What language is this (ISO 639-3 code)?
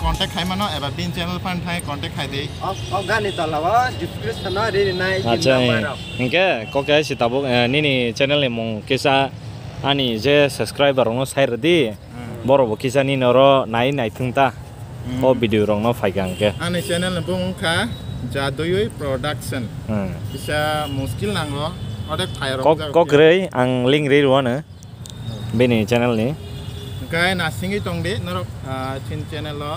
trp